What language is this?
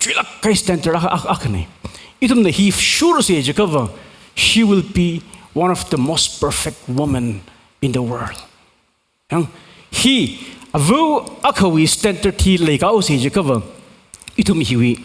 Tangkhul Naga (India)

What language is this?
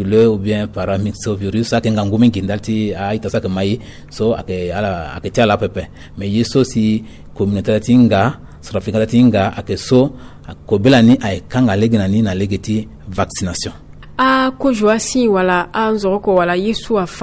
Sango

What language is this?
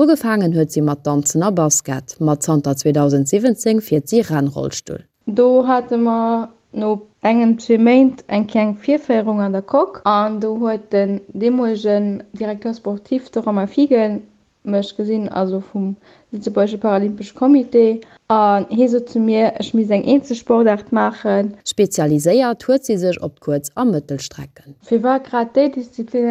Luxembourgish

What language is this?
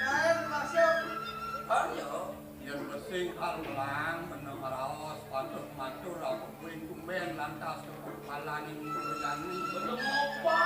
Balinese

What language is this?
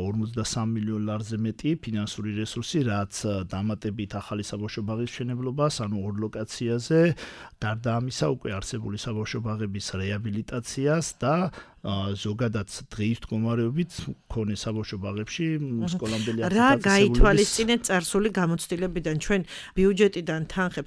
Georgian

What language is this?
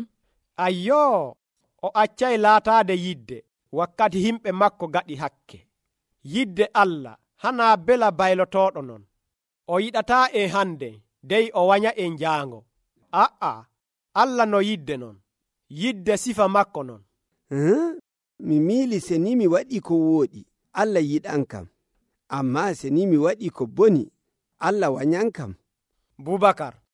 Nigerian Fulfulde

